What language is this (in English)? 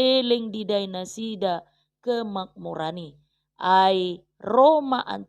Batak Toba